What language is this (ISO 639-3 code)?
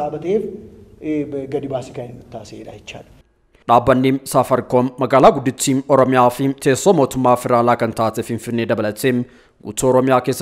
orm